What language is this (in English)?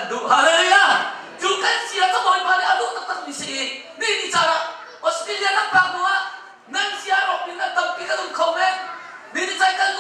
Hakha Chin